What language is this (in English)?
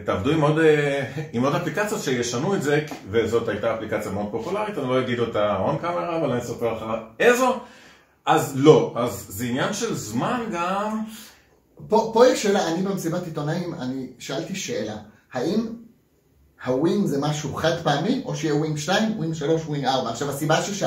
Hebrew